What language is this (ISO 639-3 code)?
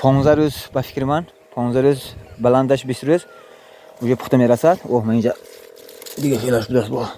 tgk